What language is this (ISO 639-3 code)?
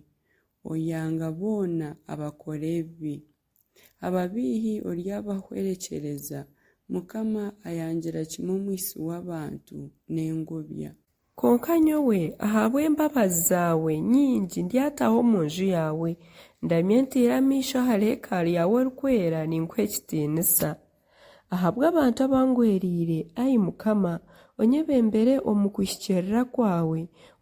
nyn